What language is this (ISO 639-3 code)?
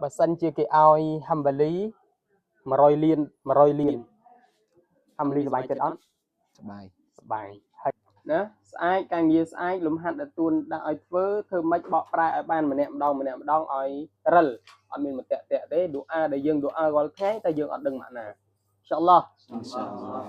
khm